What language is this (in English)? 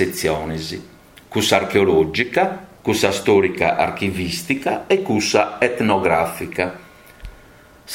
Sardinian